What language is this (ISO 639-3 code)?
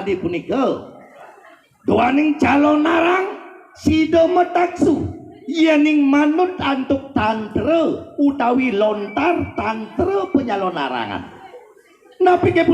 ban